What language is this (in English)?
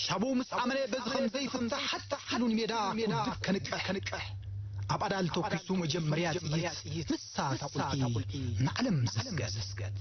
Tigrinya